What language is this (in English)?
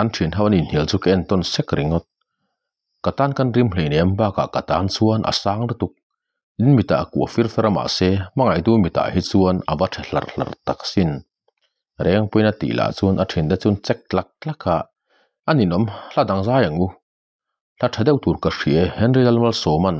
Mizo